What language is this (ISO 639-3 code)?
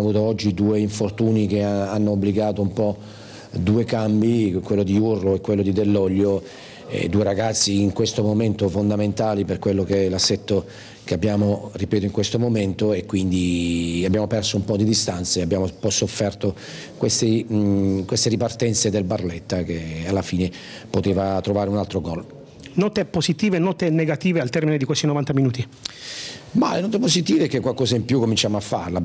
ita